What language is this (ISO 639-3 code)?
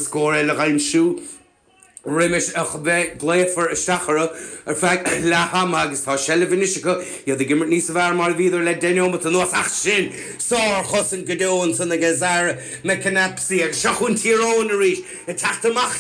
gle